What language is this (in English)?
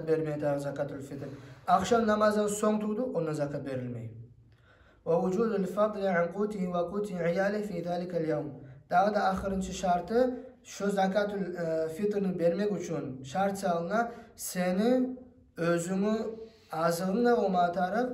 Kumyk